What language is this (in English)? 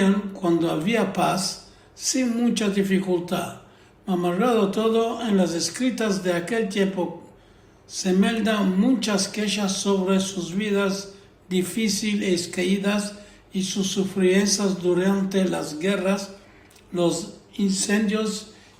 Ladino